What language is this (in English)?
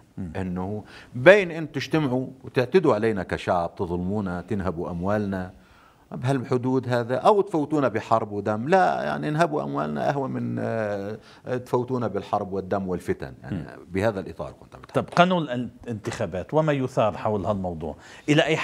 North Levantine Arabic